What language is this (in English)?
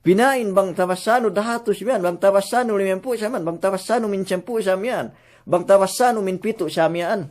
Yakan